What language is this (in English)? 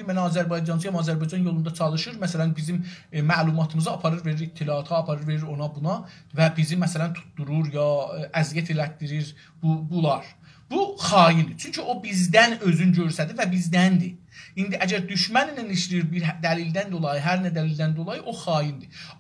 South Azerbaijani